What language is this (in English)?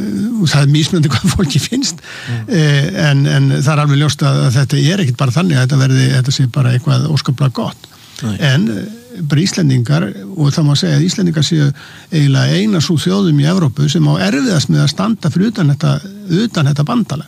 Icelandic